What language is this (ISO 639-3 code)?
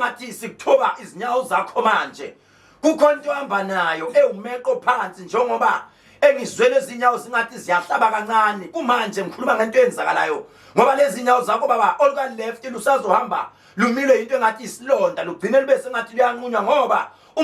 zul